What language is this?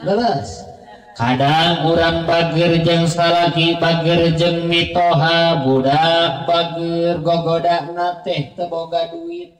Sundanese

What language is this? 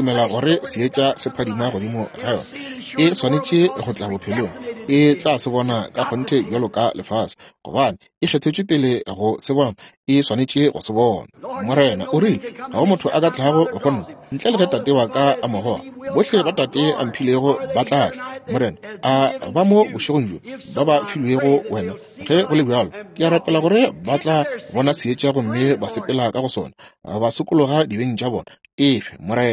Northern Sotho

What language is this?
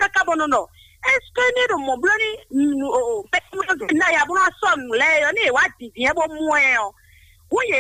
Fon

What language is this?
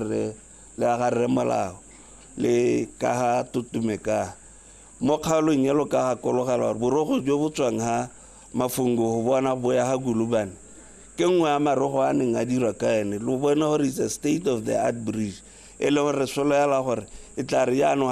Tswana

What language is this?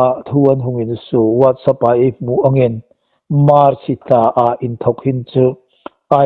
Hmar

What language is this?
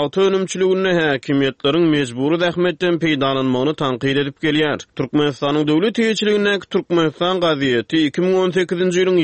Turkmen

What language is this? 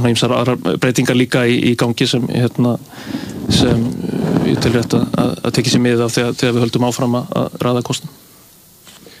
Icelandic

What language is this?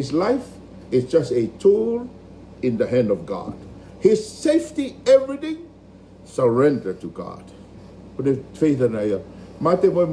Tongan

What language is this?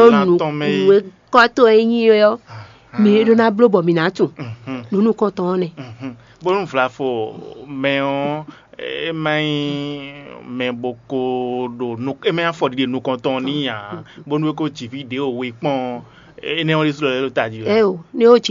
Fon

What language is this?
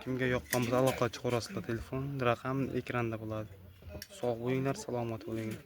Uzbek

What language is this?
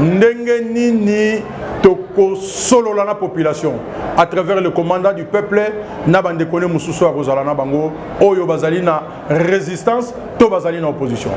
Lingala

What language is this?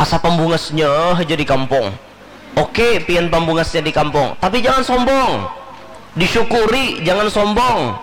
Banjar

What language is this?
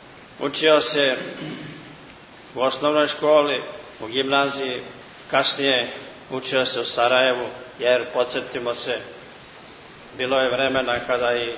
Serbian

